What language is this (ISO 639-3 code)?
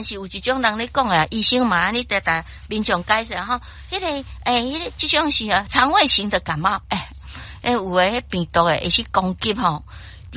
nan